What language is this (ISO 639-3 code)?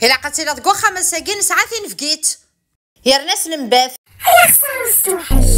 kab